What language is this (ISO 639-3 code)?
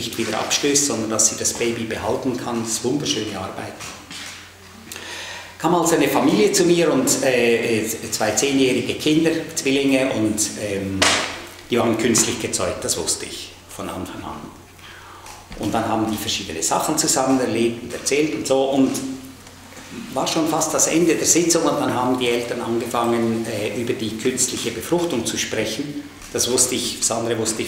deu